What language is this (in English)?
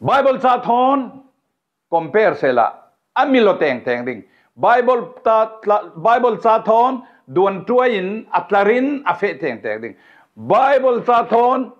Falam Chin